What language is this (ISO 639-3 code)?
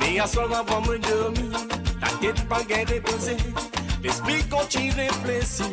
mfe